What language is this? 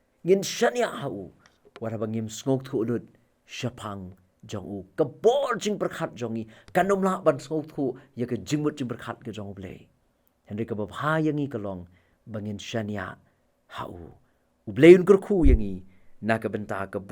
Khasi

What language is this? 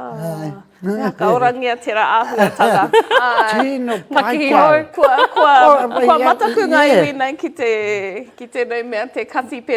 Māori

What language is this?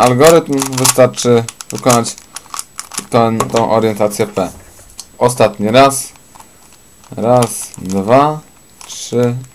Polish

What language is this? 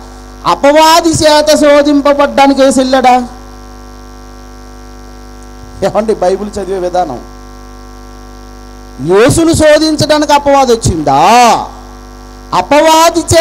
Telugu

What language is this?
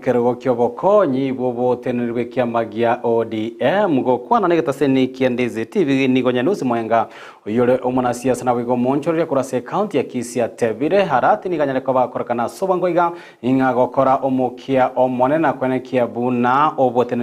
Gusii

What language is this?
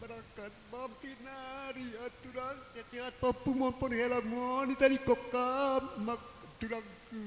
Batak Simalungun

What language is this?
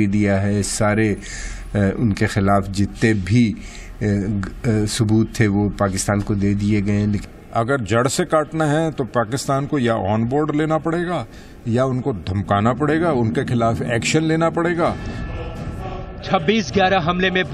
Hindi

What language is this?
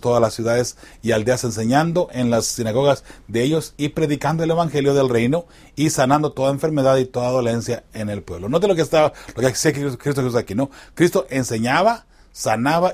Spanish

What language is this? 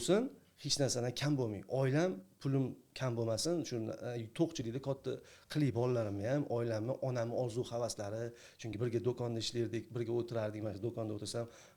Uzbek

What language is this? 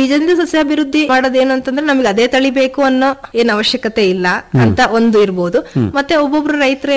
Kannada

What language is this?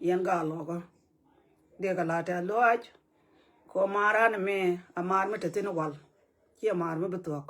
Nuer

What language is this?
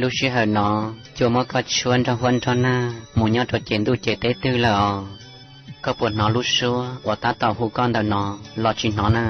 Hmong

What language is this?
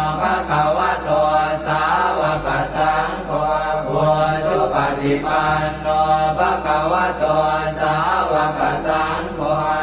Pali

